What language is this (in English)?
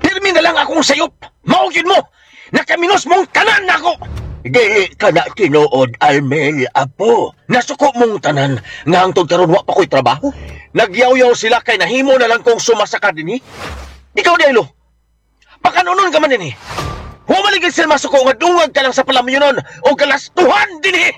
Cebuano